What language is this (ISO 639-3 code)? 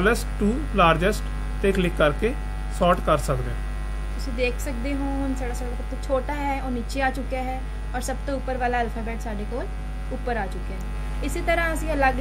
pan